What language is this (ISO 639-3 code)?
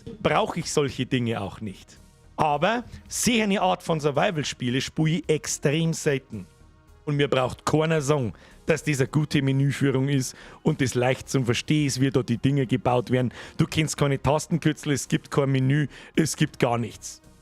bar